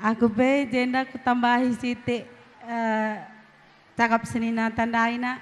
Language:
Batak Karo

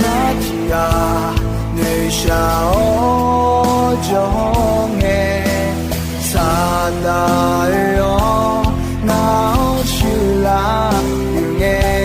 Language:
Akha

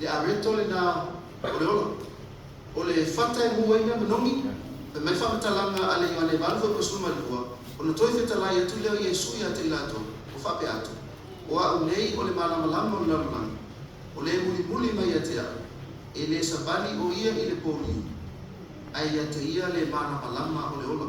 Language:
Samoan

